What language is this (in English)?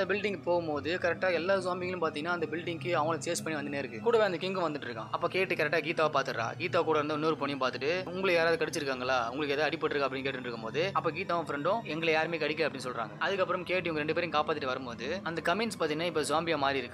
Tamil